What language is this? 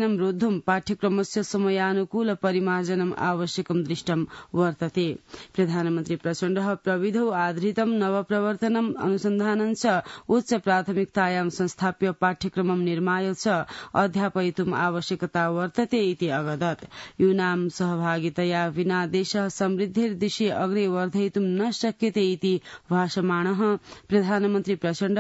Sanskrit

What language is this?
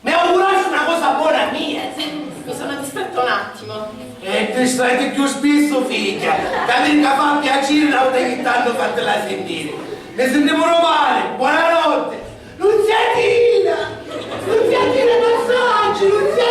Sicilian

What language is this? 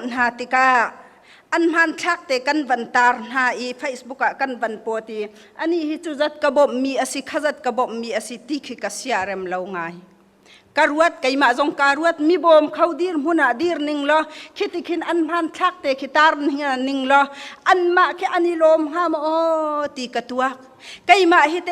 Hakha Chin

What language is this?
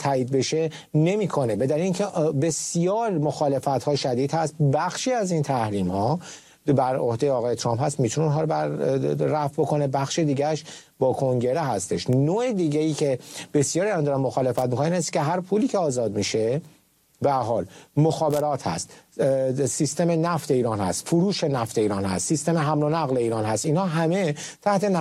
Persian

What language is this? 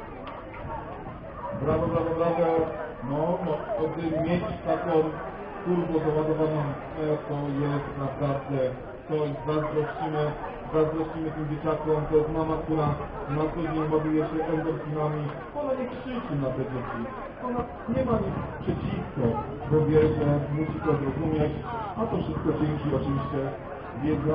Polish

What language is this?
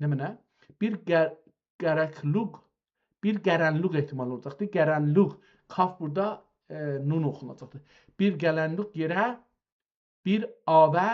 South Azerbaijani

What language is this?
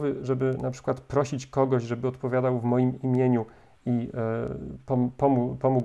Polish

